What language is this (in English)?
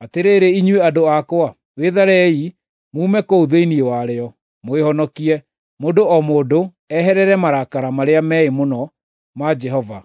Kikuyu